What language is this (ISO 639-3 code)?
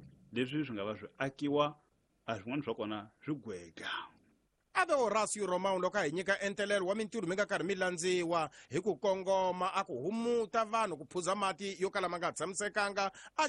tso